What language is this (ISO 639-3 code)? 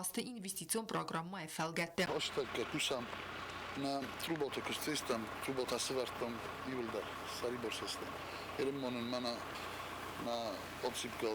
oss